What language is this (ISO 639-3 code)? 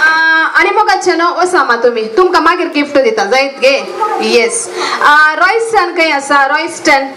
kok